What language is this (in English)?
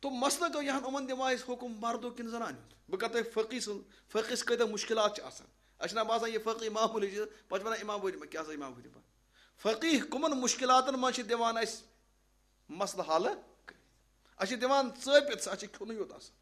Kashmiri